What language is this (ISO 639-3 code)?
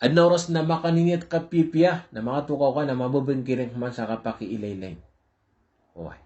mrw